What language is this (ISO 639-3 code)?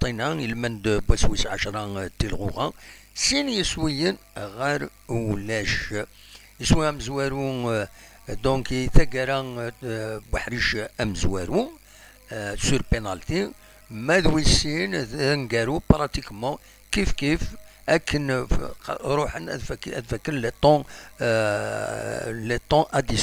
kab